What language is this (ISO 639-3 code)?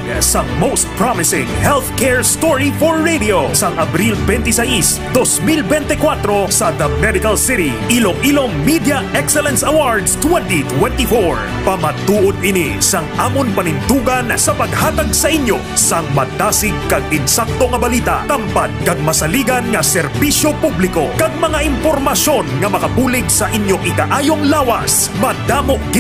hil